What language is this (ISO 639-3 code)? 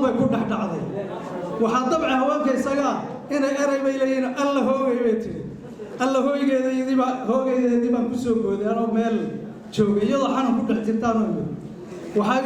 som